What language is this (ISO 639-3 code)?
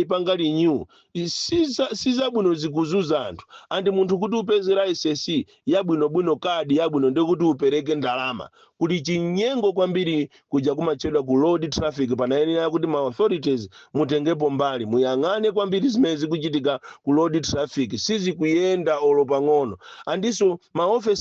nya